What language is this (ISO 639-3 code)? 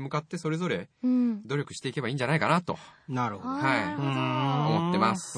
jpn